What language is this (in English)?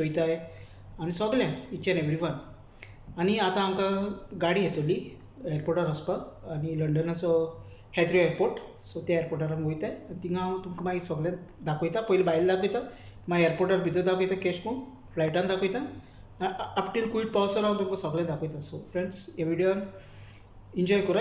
Konkani